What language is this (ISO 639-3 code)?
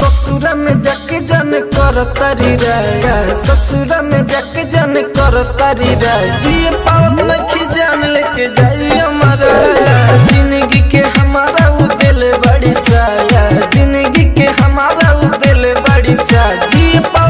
bho